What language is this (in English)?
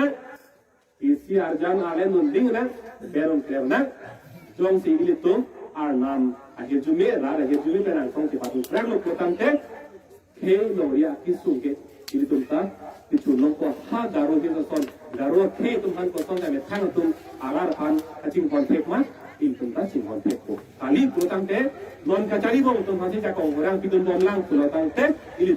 Karbi